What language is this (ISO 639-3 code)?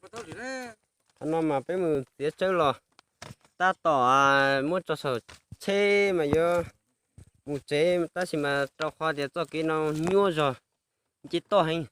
hmn